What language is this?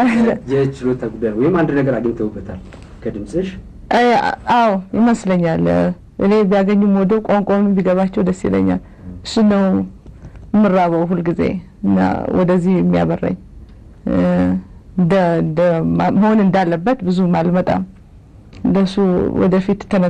Amharic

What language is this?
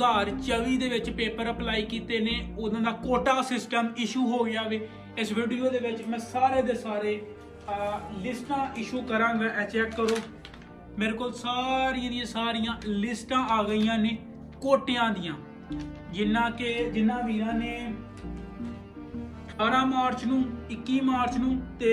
Punjabi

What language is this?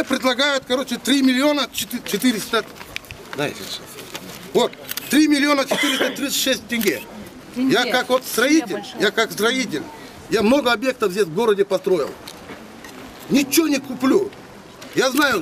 Russian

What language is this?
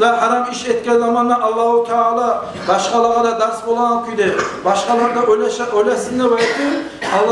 Kumyk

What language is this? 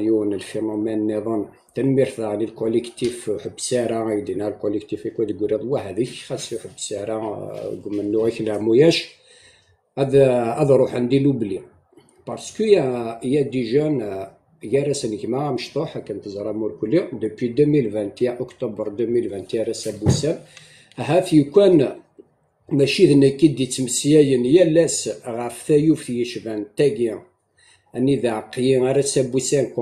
Kabyle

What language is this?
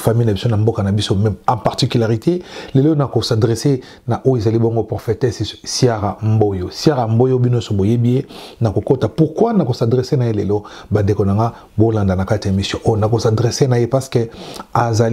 Lingala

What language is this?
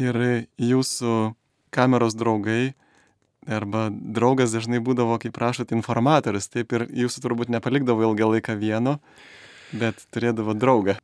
Lithuanian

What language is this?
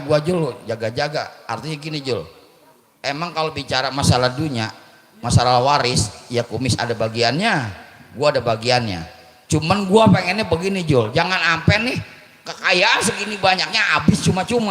Betawi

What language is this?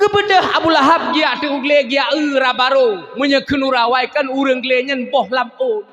Achinese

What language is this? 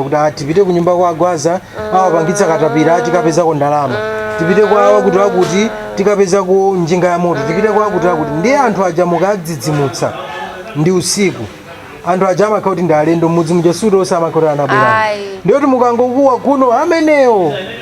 Nyanja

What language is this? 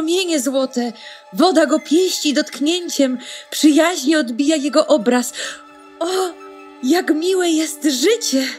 Polish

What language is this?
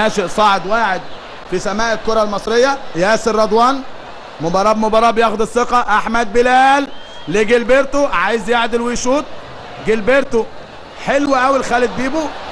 Egyptian Arabic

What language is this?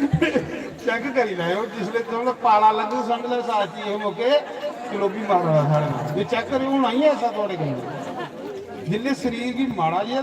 Dogri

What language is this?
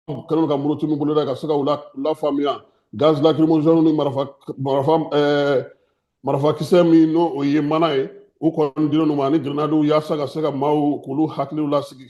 Bambara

